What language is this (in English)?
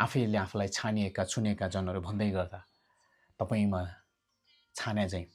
Nepali